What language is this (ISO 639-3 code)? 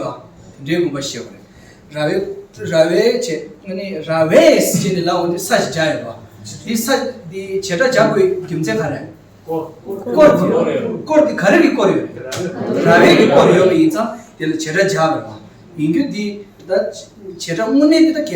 bod